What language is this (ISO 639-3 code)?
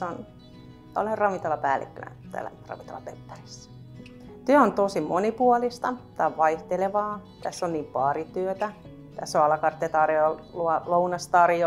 fin